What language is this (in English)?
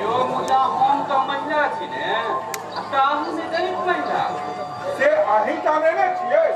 Maithili